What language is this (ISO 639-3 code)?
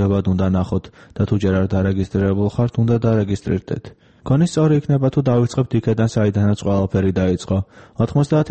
kat